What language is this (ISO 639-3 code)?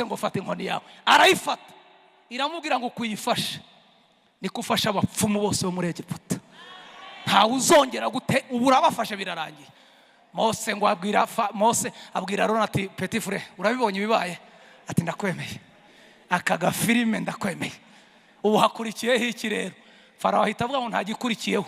kin